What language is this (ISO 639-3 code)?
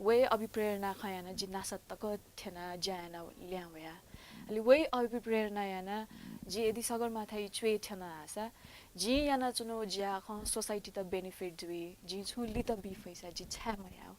new